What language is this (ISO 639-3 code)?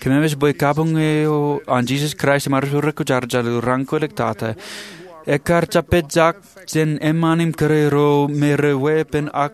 mah